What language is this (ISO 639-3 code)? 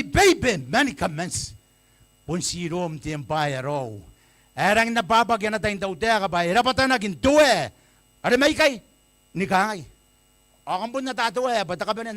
gil